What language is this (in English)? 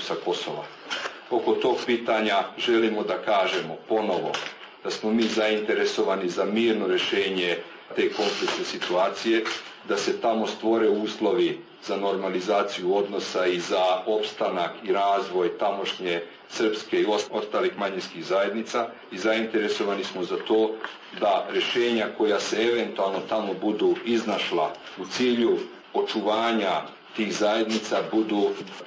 Serbian